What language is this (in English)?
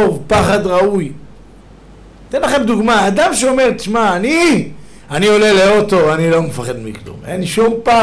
Hebrew